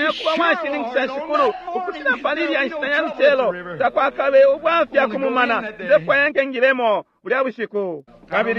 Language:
Bemba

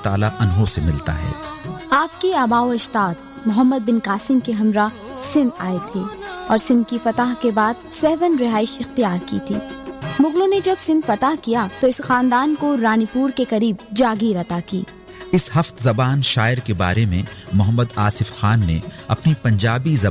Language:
Urdu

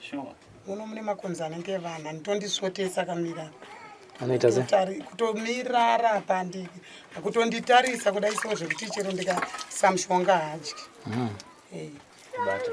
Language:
Shona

